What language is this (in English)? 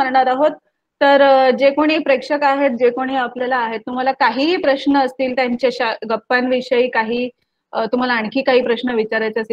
Marathi